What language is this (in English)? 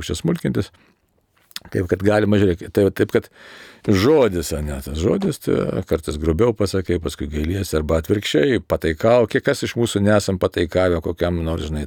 Lithuanian